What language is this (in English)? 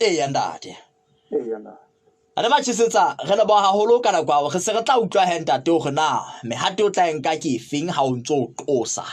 Southern Sotho